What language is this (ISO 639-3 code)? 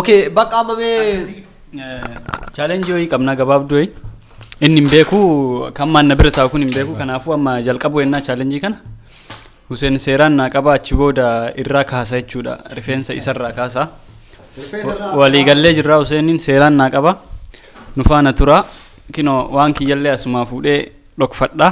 orm